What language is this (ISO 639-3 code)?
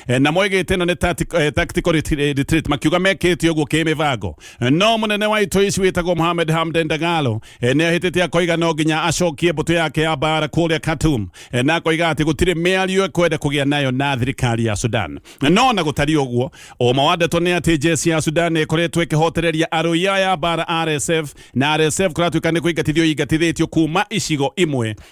kik